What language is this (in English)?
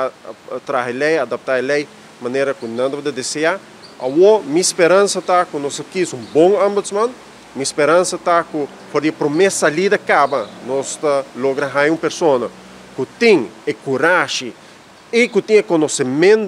Papiamento